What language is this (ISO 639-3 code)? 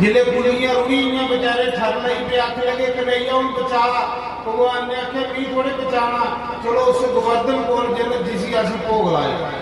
doi